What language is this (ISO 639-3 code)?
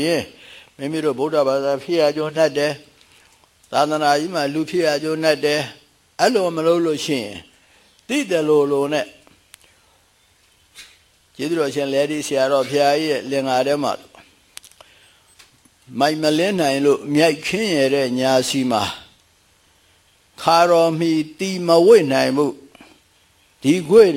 mya